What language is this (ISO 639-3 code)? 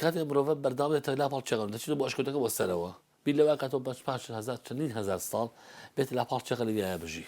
ckb